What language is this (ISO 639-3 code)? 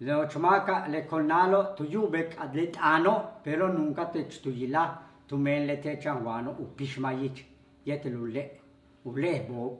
yua